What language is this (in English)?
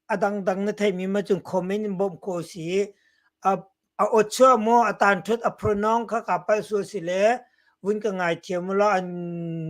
Hakha Chin